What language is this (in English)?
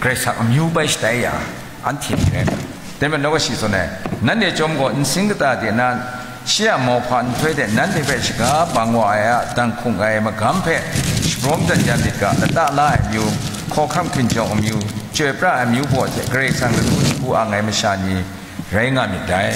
Kachin